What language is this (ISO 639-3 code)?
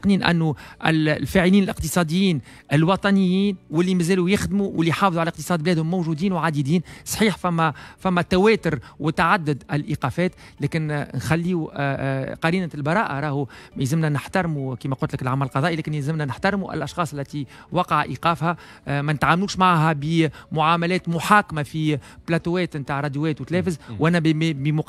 aeb